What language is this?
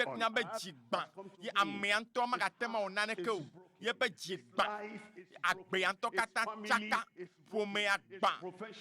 Ewe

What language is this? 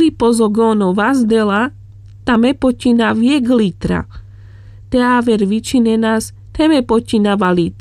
Carpathian Romani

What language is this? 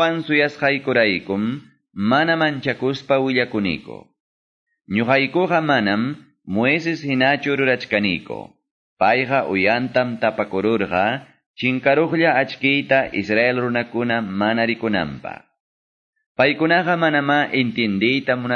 Quechua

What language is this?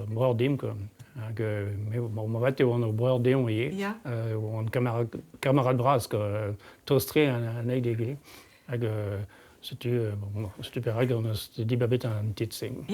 Breton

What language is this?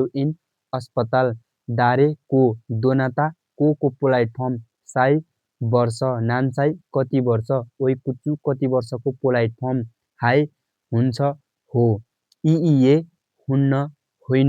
Nepali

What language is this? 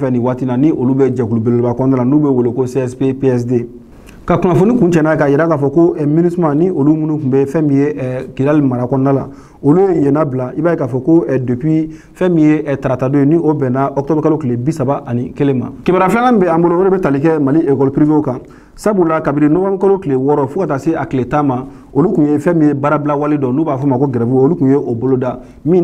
Bambara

